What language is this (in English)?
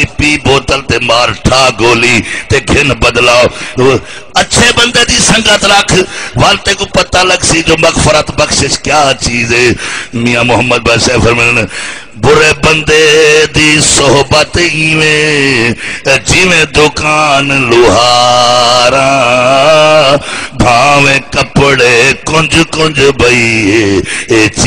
Saraiki